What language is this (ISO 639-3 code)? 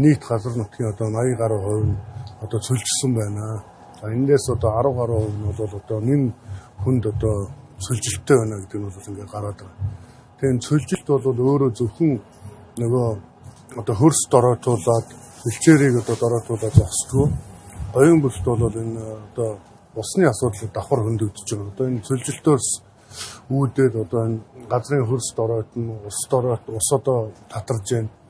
mon